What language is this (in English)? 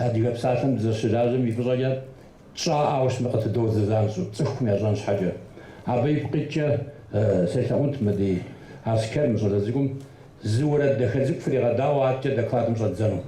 Kabardian